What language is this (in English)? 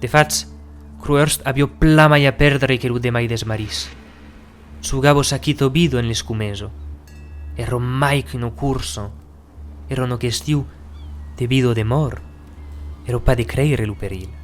Occitan